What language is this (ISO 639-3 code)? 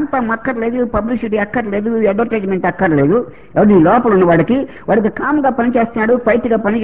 tel